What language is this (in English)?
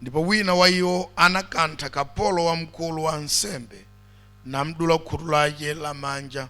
Nyanja